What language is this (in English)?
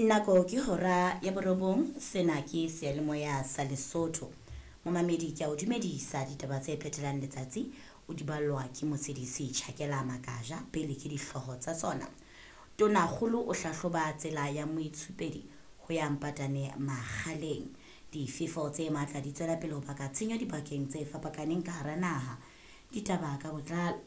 Southern Sotho